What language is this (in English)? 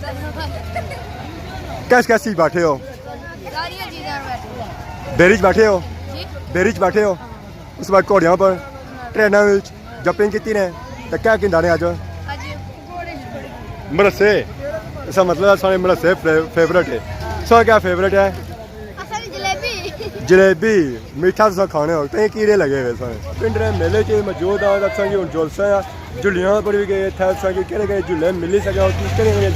Pahari-Potwari